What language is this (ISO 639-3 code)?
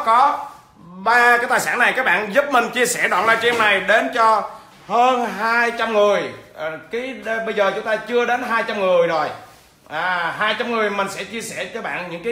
vie